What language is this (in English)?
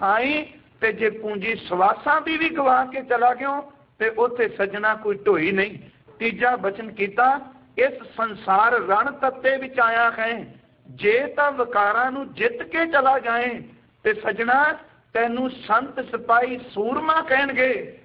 Punjabi